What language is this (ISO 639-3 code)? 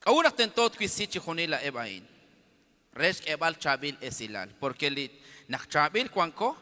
kek